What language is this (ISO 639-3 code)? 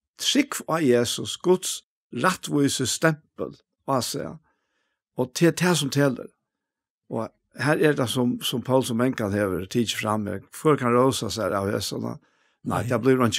fao